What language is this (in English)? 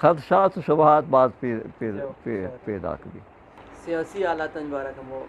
Eastern Balochi